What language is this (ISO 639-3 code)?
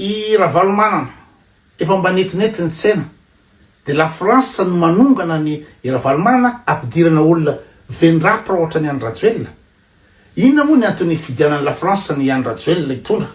mlg